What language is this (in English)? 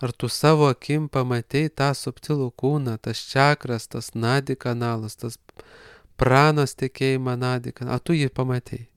Lithuanian